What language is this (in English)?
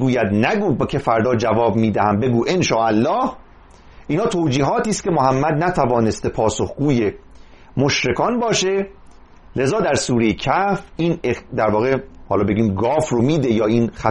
Persian